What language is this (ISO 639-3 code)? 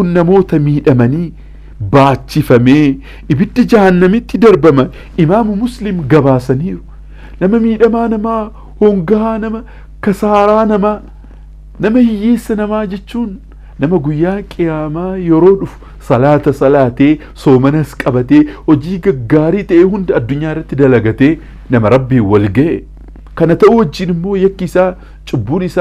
orm